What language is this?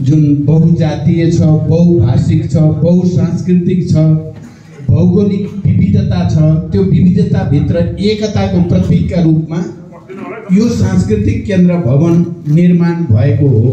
Nepali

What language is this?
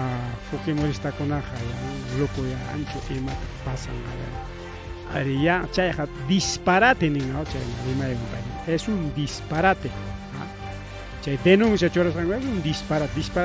Ayacucho Quechua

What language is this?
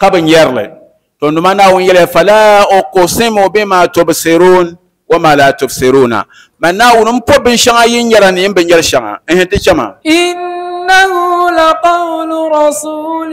Dagbani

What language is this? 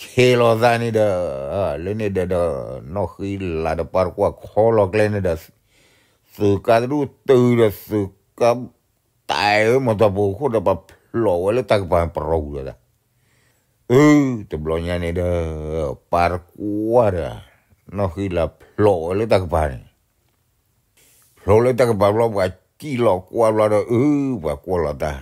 S'gaw Karen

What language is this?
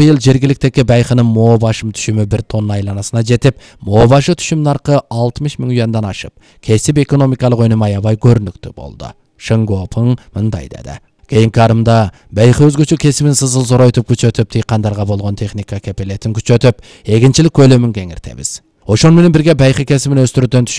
Kyrgyz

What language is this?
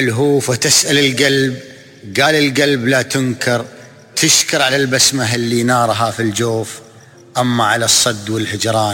Najdi Arabic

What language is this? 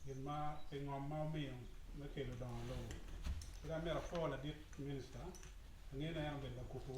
Acoli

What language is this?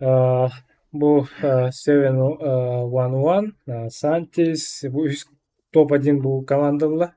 Yakut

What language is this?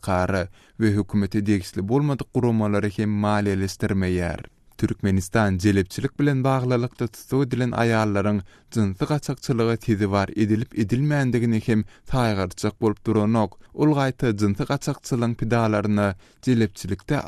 Turkmen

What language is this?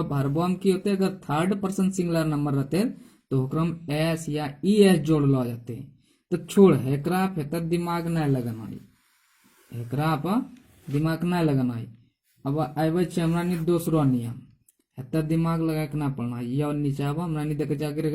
Angika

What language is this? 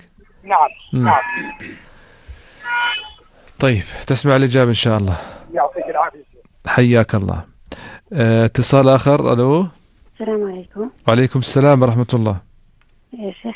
Arabic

